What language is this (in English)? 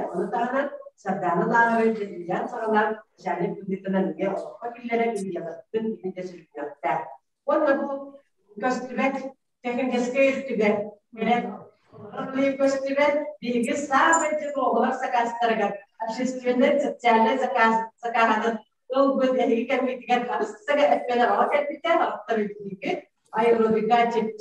Yakut